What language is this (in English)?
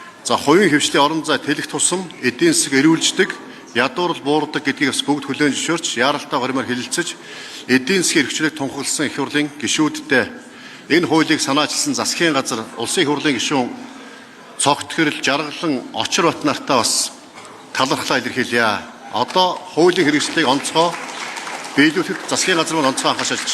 Mongolian